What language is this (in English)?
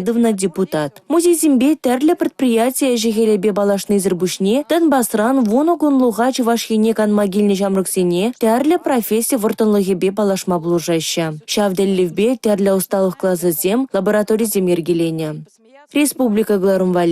Chuvash